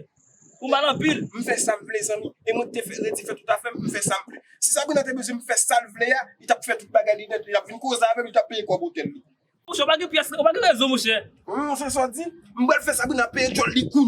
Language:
Haitian Creole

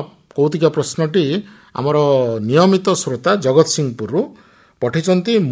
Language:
Odia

